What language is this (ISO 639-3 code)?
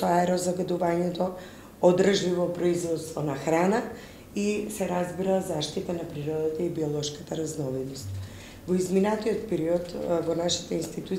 mkd